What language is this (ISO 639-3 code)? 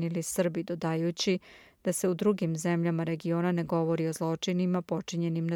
srp